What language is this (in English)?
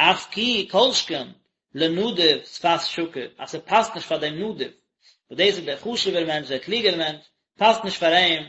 Yiddish